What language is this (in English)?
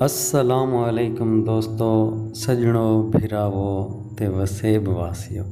Saraiki